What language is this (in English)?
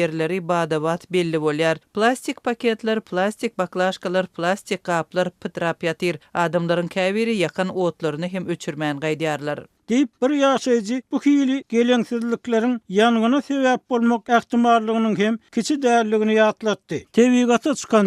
Turkmen